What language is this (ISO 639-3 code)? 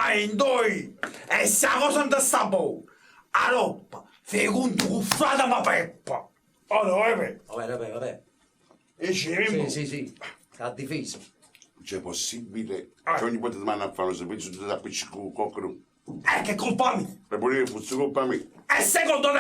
nap